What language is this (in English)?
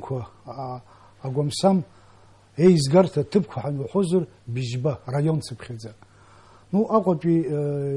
Abkhazian